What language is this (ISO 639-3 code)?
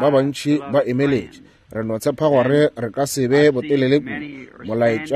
nso